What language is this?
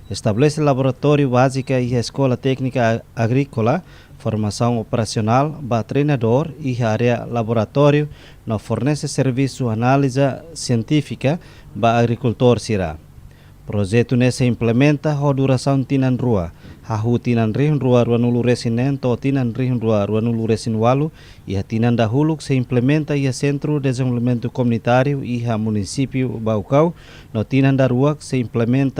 Tetum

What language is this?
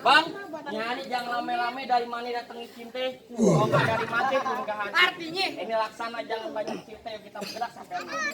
Betawi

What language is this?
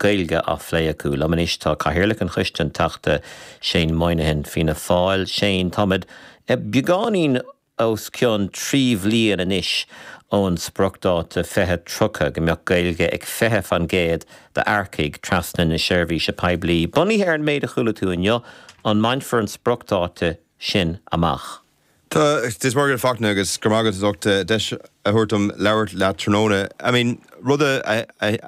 Irish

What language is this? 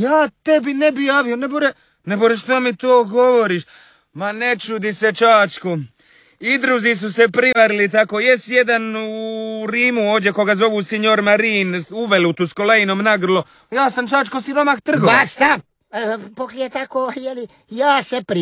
Croatian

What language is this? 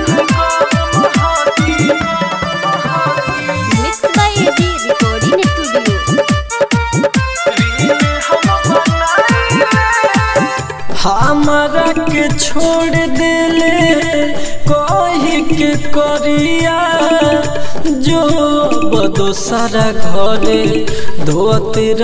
Bhojpuri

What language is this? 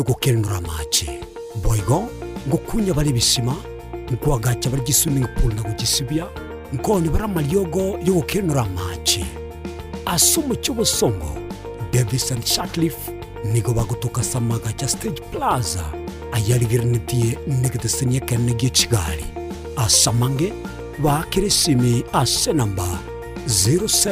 Gusii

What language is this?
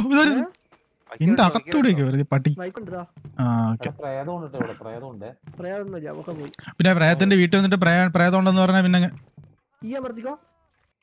Malayalam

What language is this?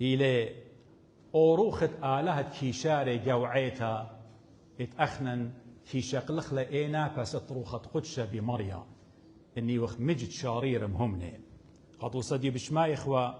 Assyrian Neo-Aramaic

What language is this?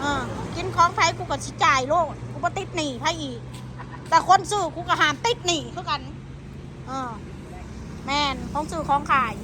Northeastern Thai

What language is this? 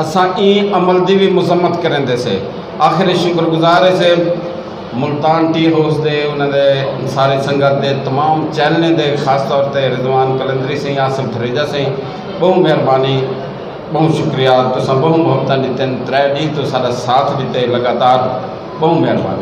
Saraiki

